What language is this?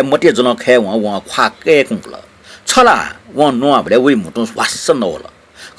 Newari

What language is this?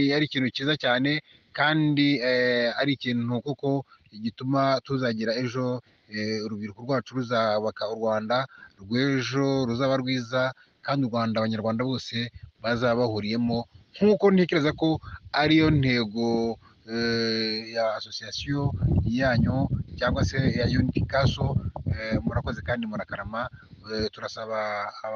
Kinyarwanda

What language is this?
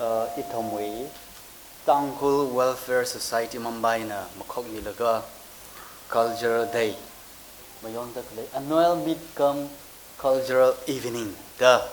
Tangkhul Naga (India)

